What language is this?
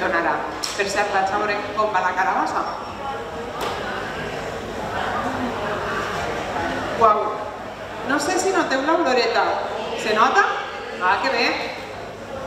Catalan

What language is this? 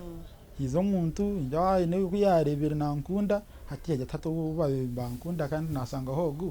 Nyankole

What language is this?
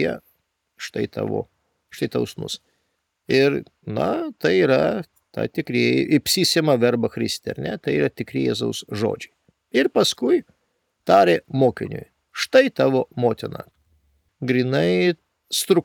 Lithuanian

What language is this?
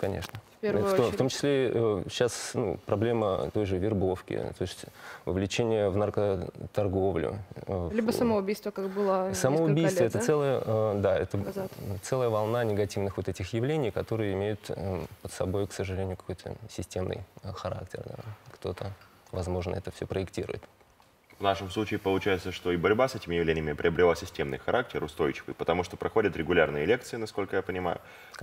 Russian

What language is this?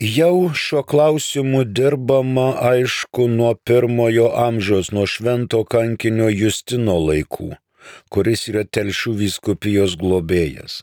Lithuanian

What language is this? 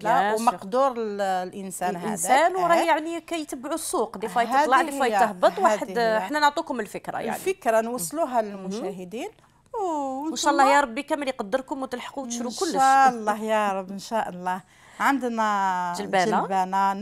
Algerian Arabic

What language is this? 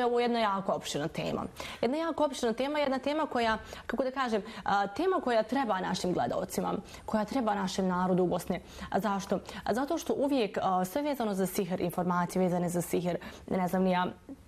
Bosnian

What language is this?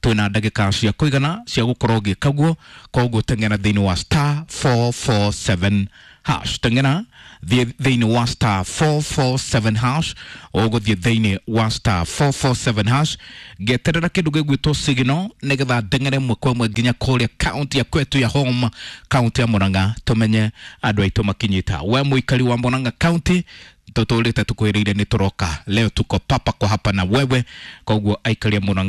Kikuyu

